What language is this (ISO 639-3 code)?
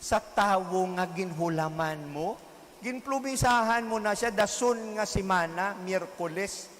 hil